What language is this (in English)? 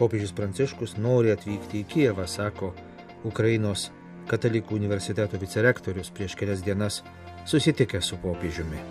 Lithuanian